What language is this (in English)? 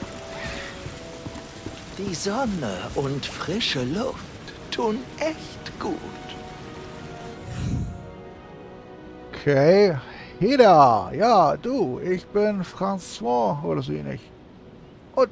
German